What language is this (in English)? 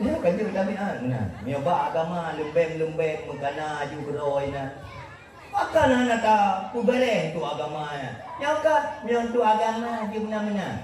Achinese